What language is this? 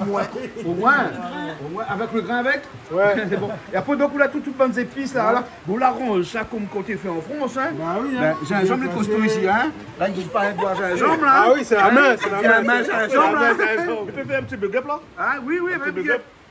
Réunion Creole French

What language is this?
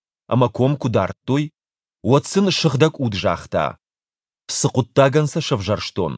Ossetic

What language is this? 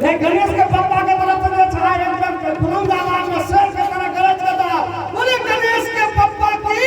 Maithili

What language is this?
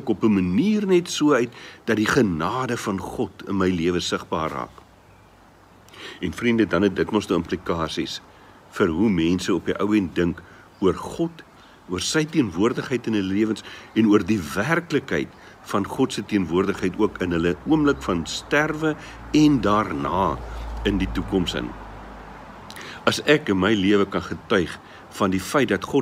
Afrikaans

